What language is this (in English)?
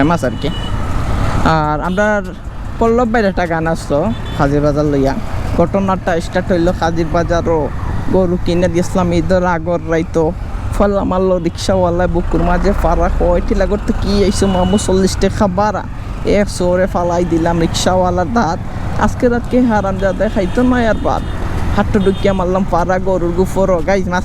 Sylheti